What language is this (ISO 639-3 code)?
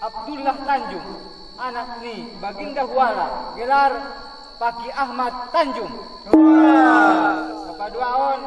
akb